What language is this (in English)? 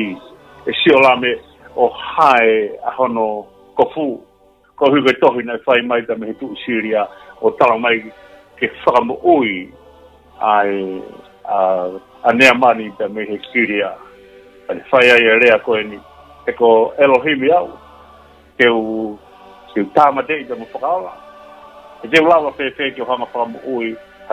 Tongan